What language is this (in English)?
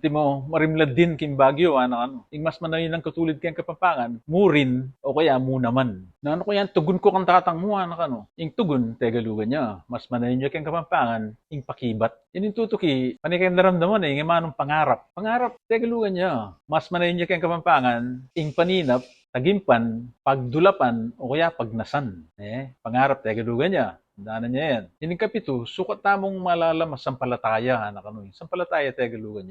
Pampanga